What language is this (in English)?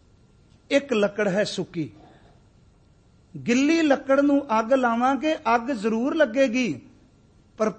Punjabi